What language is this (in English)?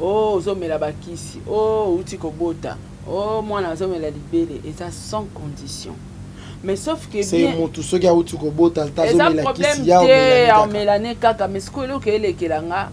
Lingala